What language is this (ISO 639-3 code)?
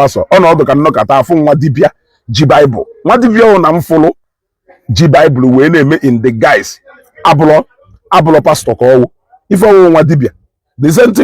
ibo